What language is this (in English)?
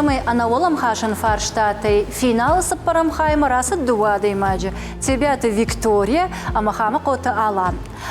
Ossetic